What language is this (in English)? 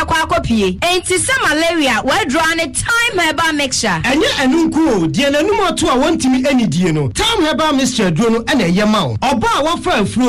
Akan